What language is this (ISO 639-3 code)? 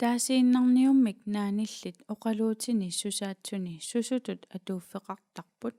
kal